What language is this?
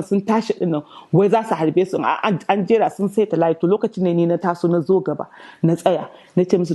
Hausa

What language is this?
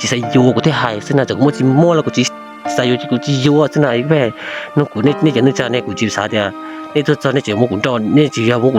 Hmong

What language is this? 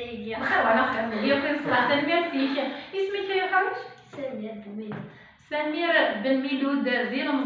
Kabyle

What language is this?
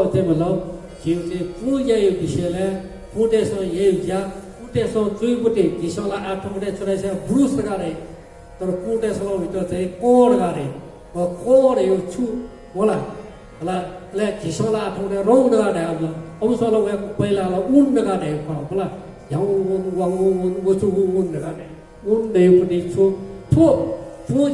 Newari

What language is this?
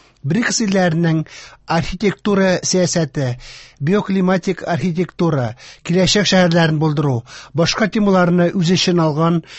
Tatar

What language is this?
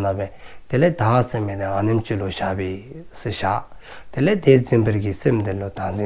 Dzongkha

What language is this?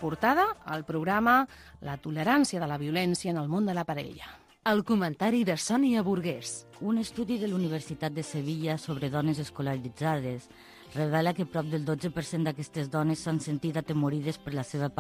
Catalan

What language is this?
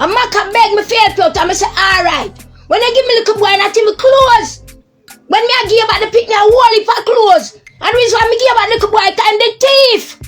Jamaican Creole English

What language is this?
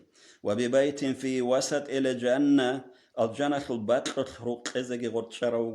Avaric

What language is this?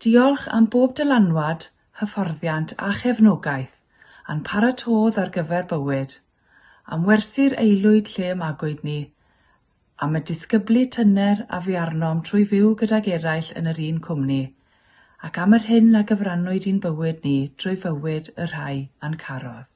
Welsh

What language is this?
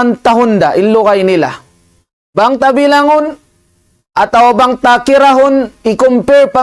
Tausug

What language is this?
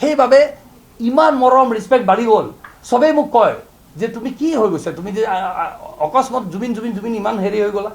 Assamese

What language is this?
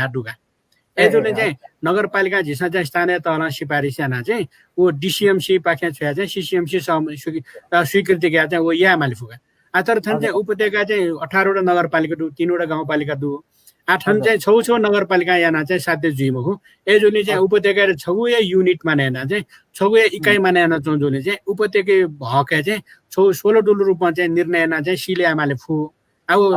Newari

